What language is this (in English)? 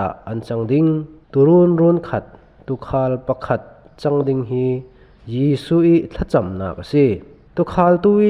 Falam Chin